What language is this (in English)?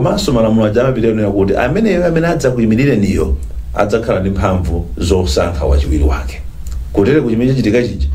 Nyanja